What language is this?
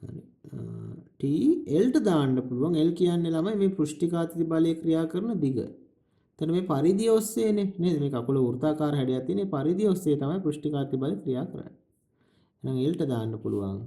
Sinhala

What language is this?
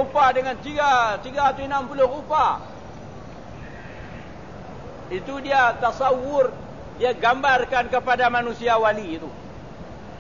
Malay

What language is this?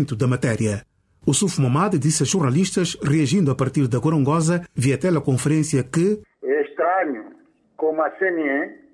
Portuguese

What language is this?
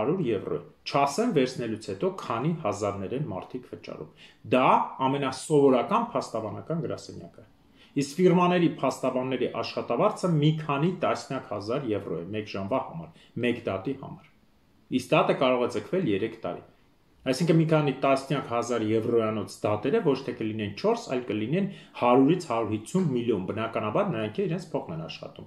Armenian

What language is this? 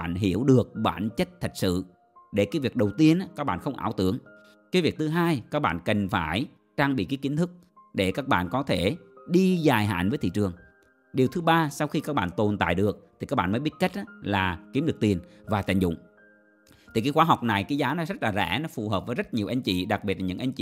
Vietnamese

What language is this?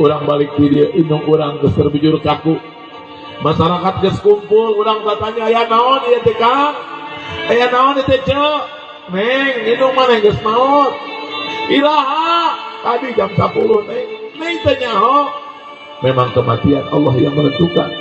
Sundanese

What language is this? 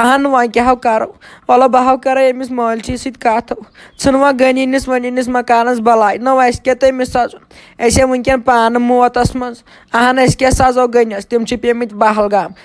Kashmiri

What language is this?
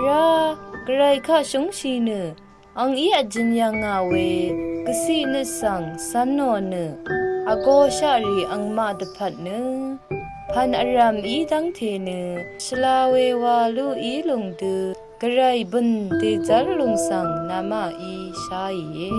Rawang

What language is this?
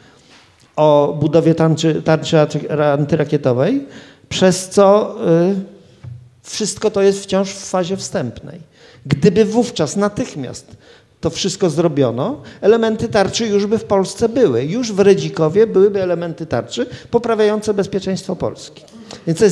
Polish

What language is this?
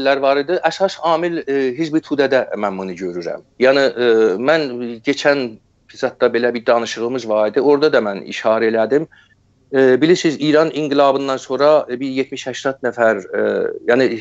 South Azerbaijani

